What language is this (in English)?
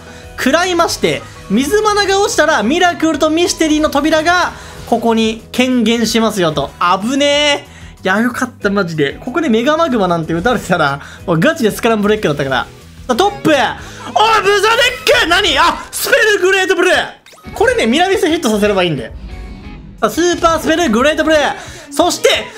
Japanese